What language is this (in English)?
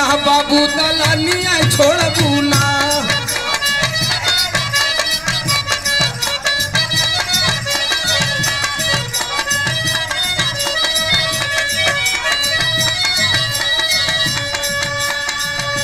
Bhojpuri